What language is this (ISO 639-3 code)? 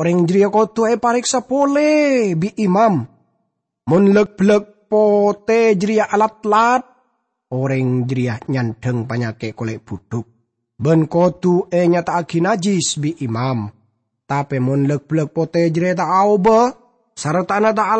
mad